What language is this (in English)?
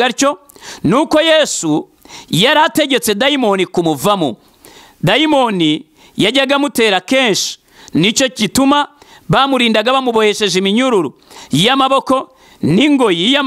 Kinyarwanda